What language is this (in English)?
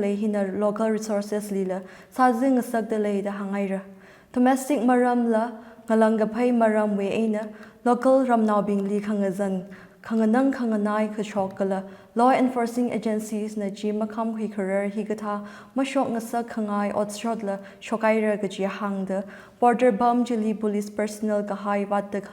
Tangkhul Naga (India)